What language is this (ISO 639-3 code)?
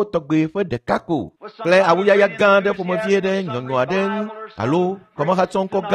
ewe